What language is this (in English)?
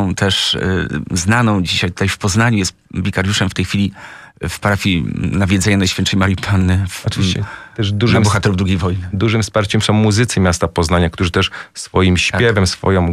Polish